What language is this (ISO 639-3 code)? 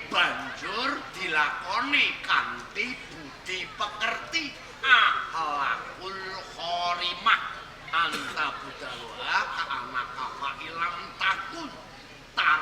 jav